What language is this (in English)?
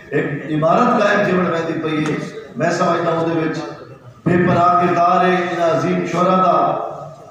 Saraiki